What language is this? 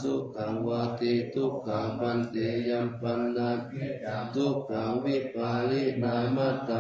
Pali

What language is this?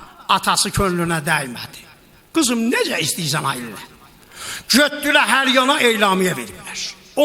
South Azerbaijani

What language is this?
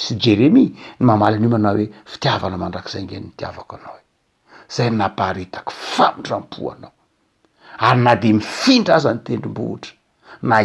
Malagasy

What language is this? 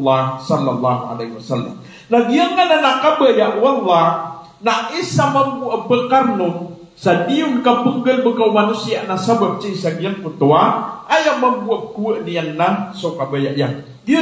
Maranao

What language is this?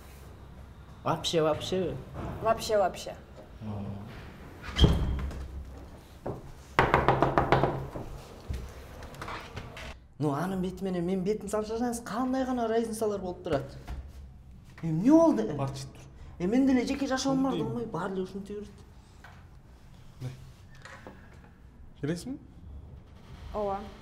Kyrgyz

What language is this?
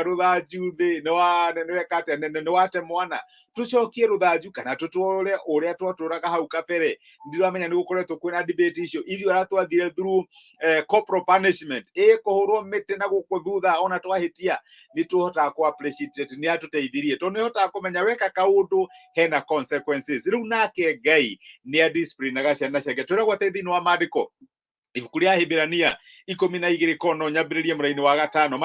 Kikuyu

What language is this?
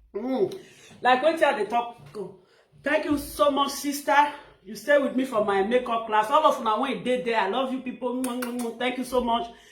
Nigerian Pidgin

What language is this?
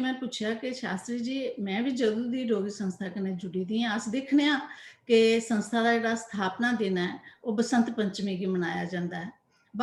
Dogri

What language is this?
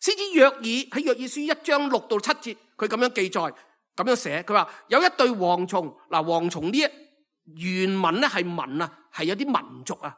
Cantonese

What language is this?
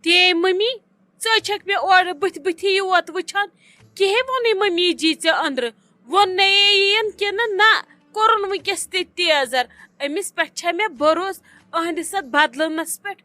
Kashmiri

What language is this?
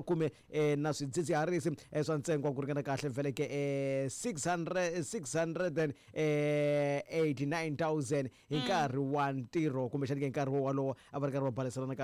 Tsonga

